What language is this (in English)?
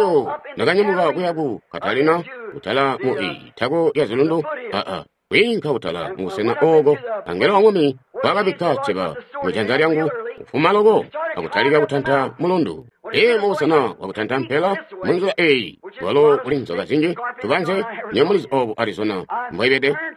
Tonga (Zambia)